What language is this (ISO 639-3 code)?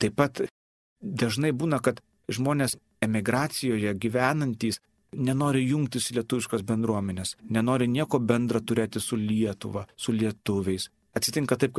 lit